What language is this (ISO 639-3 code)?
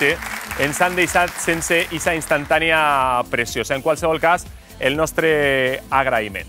cat